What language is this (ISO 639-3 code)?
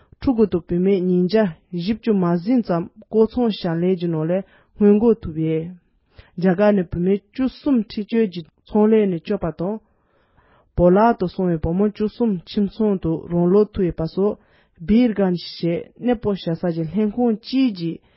bod